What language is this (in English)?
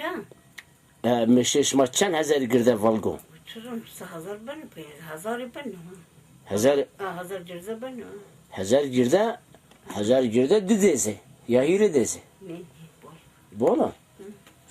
Zaza